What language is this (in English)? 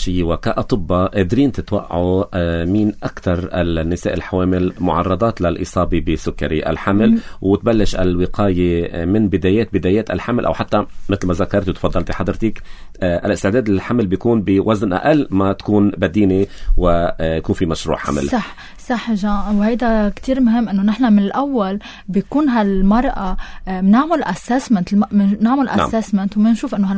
North Levantine Arabic